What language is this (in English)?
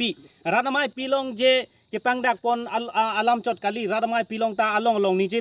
Karbi